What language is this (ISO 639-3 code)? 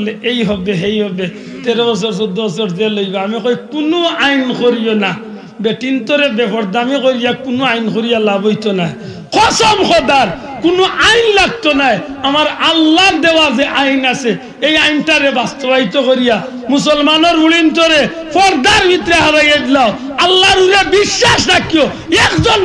syl